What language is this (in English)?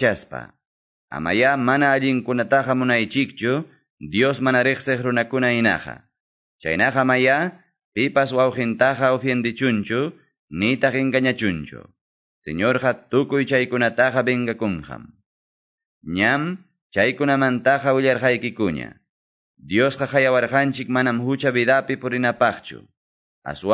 Quechua